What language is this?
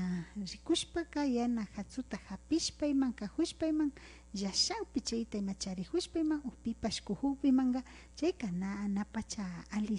Imbabura Highland Quichua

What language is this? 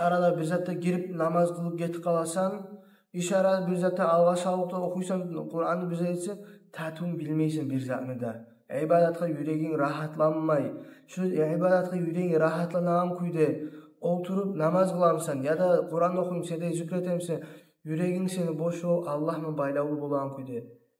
Kumyk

